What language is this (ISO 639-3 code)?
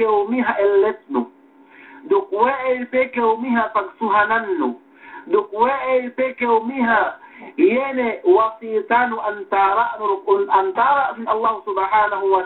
yka